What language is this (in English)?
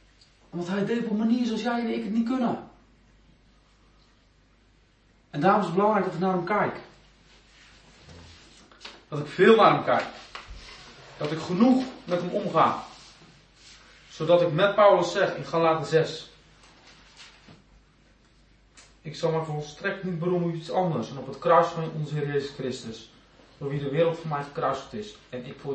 Dutch